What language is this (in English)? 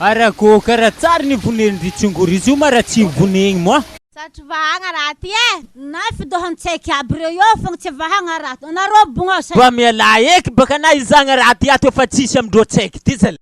Malagasy